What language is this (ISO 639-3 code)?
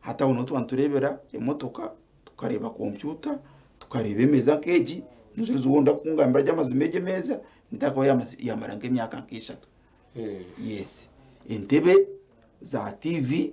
nyn